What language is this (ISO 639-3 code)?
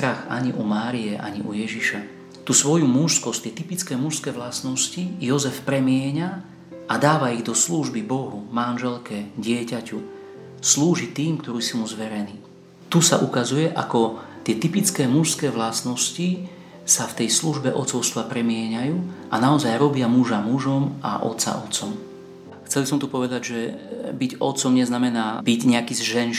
slk